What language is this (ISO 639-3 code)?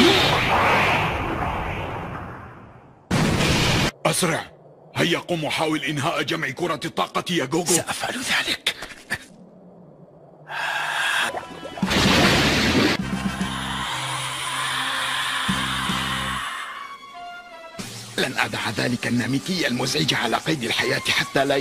ara